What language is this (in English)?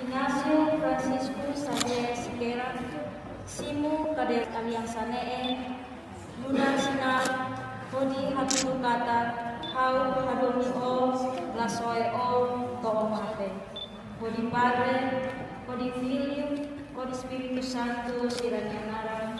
Tetum